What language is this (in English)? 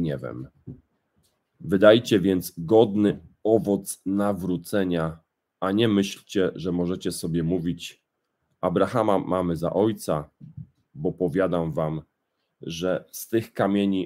Polish